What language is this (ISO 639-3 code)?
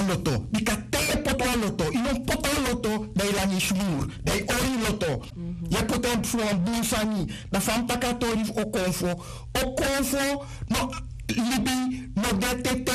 srn